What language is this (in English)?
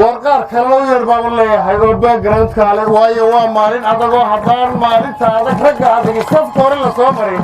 Somali